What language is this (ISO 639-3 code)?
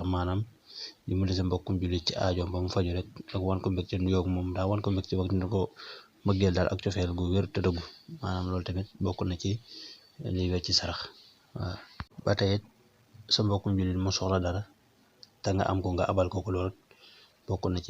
wol